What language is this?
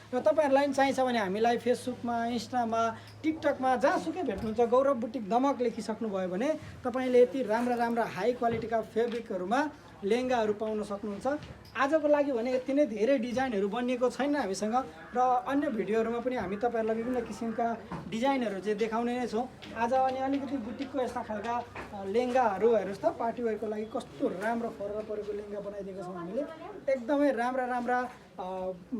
Nepali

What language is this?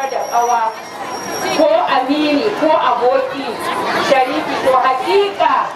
Hausa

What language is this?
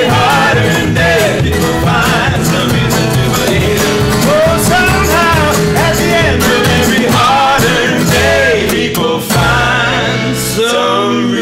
English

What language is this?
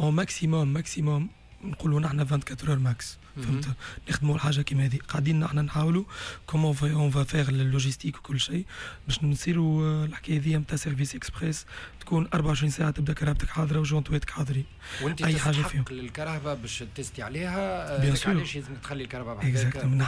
Tunisian Arabic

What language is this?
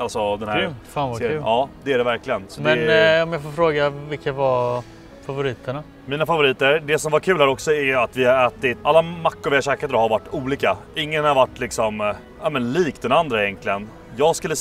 Swedish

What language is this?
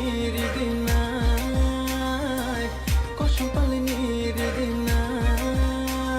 Kok Borok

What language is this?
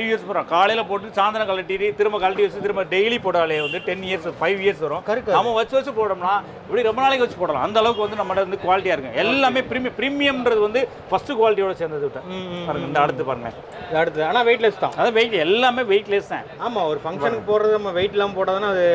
Tamil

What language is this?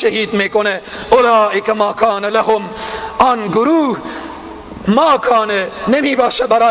Persian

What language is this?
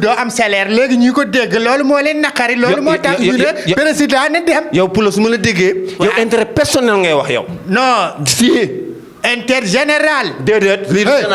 Wolof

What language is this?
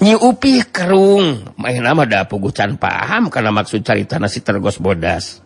Sundanese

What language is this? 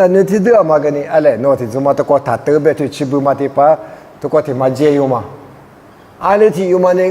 Lisu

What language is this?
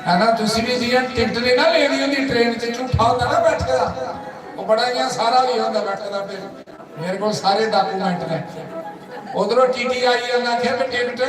Dogri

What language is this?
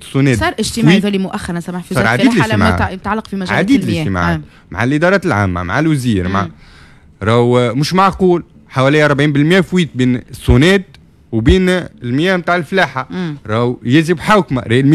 Tunisian Arabic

